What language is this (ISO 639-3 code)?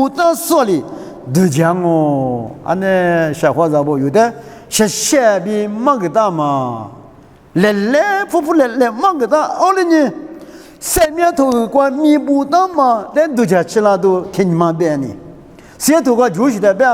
lis